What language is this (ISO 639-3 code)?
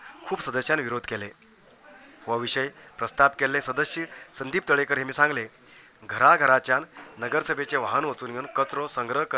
kok